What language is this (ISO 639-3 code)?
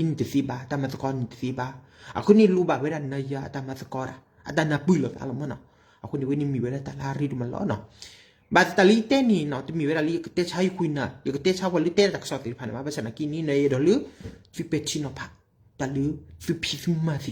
ksw